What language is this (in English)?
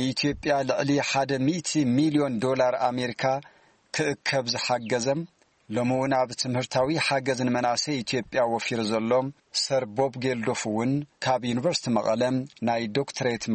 Tigrinya